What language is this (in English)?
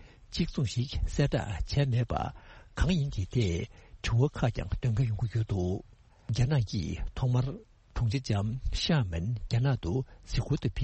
Tibetan